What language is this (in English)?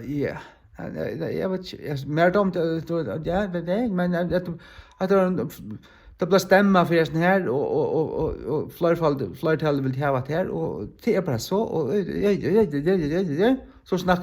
Faroese